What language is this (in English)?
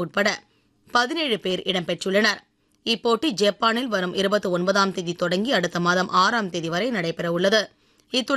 Tamil